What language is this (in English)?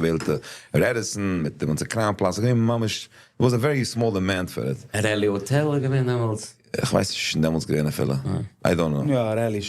Yiddish